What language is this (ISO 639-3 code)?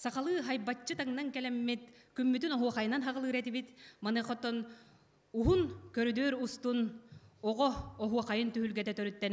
sah